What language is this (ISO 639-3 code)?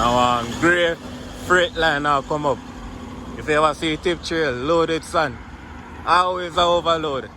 jam